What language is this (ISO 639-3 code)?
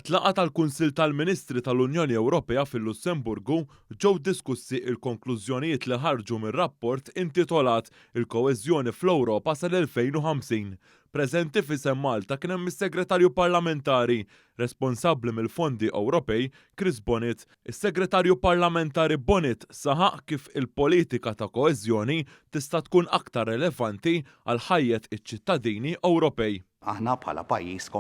mlt